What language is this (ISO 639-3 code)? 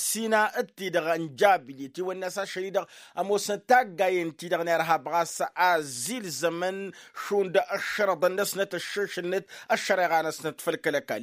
taq